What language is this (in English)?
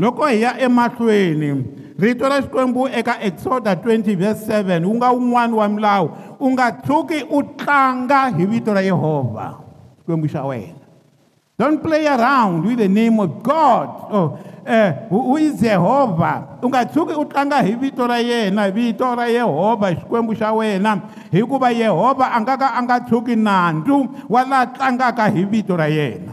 Tsonga